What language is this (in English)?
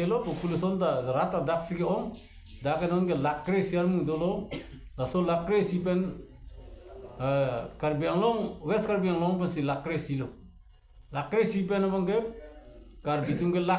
Karbi